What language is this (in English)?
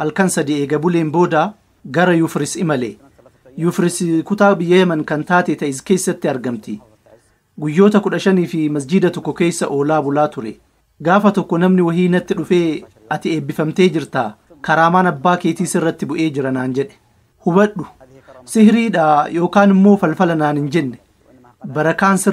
Oromo